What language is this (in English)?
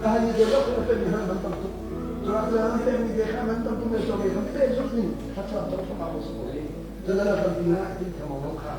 Hakha Chin